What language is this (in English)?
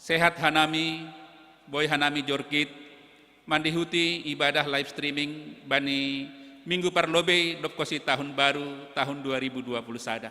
Batak Simalungun